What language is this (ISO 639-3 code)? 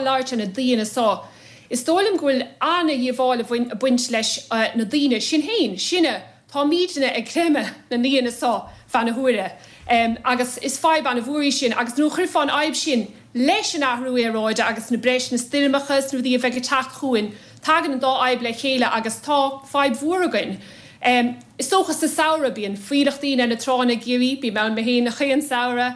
gle